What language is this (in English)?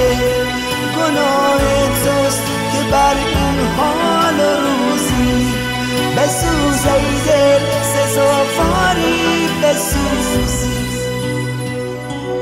Persian